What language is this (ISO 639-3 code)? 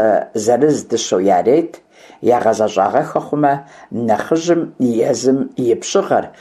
kbd